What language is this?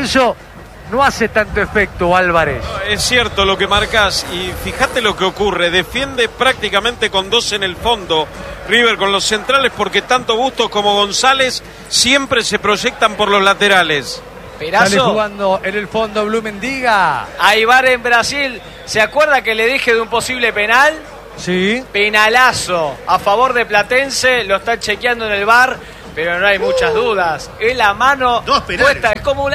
Spanish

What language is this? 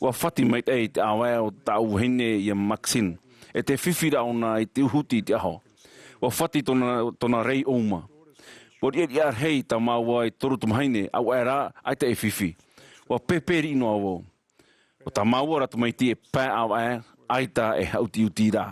Tahitian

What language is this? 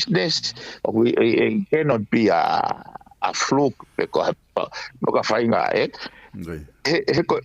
Tongan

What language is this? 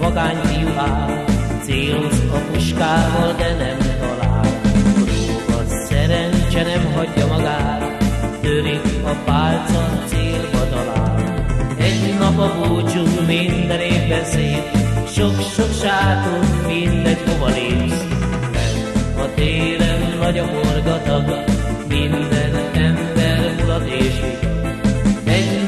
Hungarian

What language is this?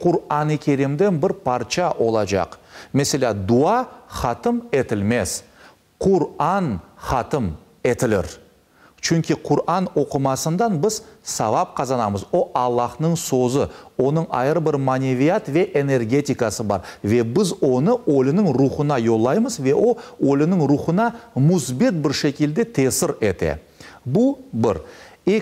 Crimean Tatar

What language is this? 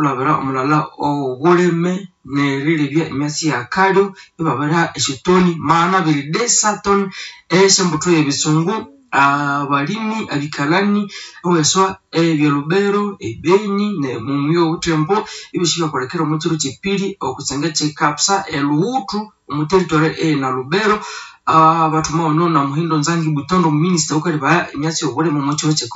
Nande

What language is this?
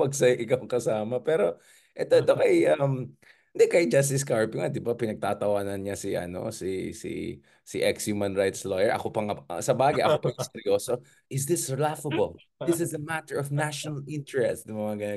Filipino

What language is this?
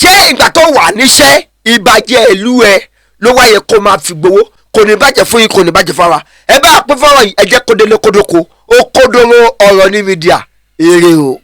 Yoruba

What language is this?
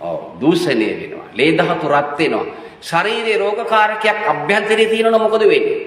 Sinhala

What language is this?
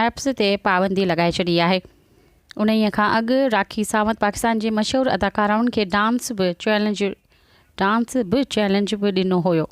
Sindhi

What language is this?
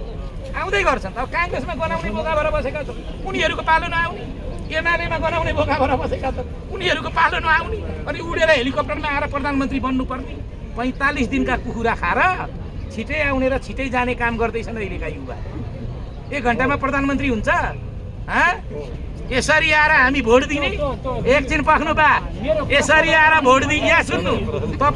Nepali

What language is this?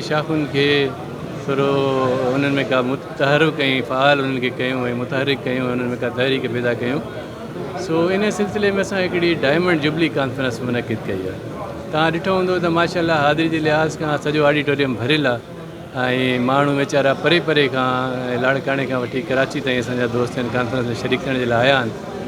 Sindhi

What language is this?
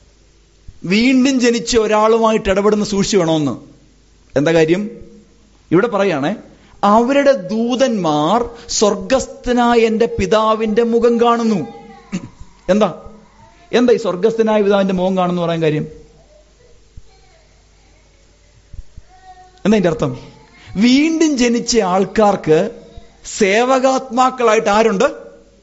Malayalam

